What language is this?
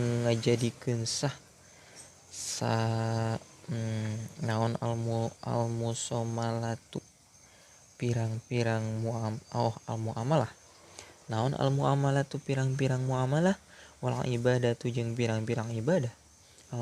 Sundanese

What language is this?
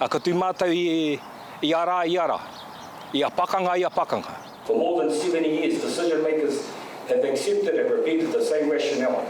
Māori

